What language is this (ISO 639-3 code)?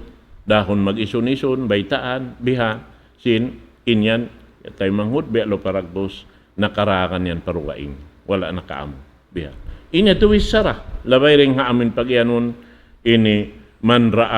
tsg